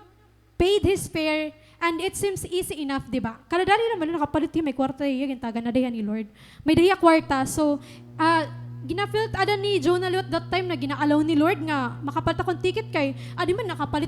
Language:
Waray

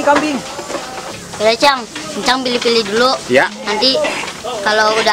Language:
Betawi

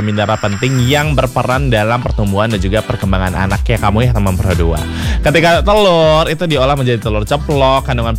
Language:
Indonesian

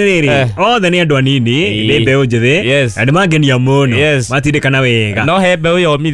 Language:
Kikuyu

